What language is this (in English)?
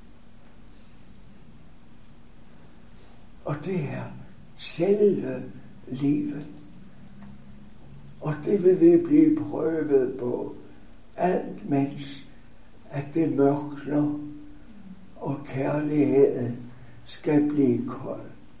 Danish